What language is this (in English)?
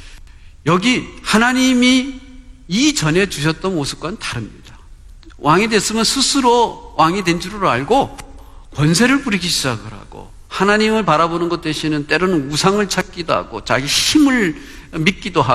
Korean